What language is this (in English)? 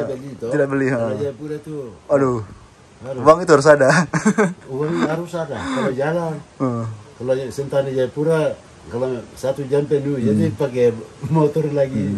Indonesian